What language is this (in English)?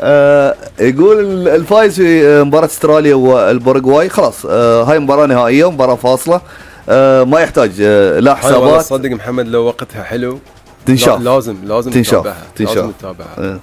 Gulf Arabic